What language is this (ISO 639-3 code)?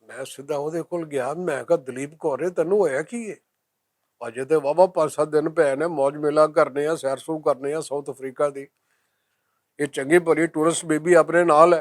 lah